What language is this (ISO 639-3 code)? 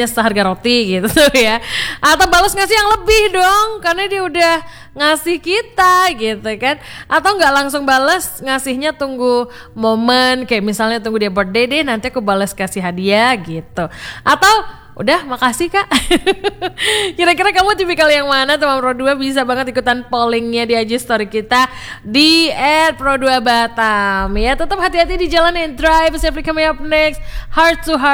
ind